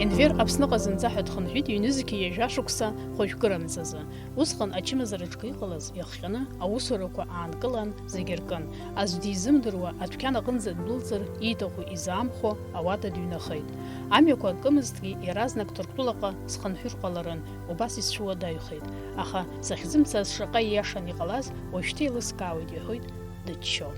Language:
Abkhazian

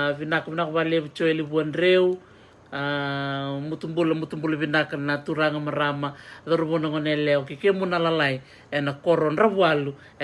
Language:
Fijian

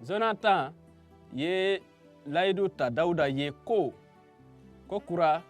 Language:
Bambara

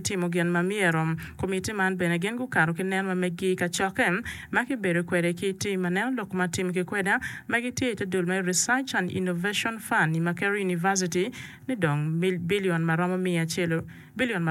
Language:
Acoli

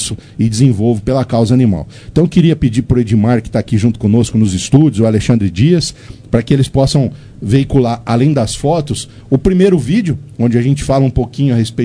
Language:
Portuguese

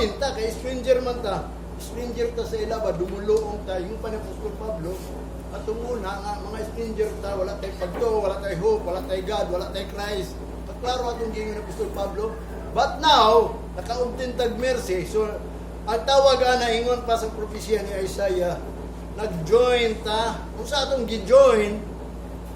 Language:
Cebuano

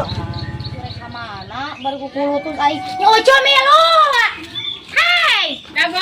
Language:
Sundanese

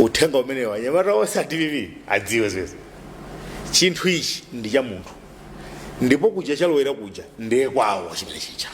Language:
Nyanja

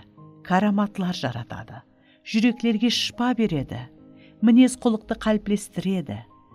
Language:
Kara-Kalpak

